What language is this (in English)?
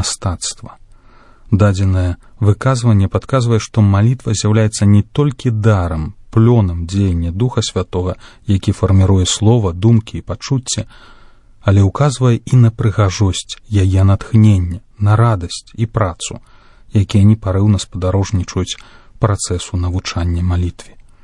Belarusian